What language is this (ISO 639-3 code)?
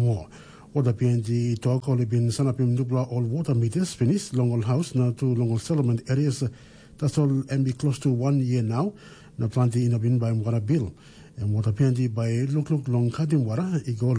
tpi